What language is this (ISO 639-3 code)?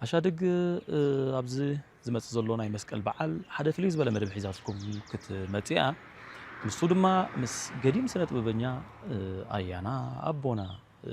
tir